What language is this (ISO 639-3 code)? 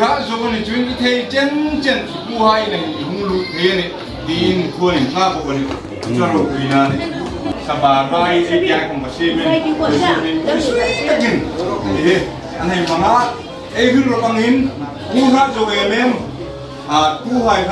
hmr